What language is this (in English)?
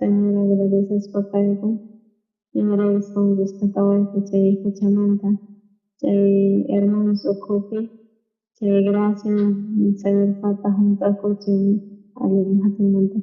South Bolivian Quechua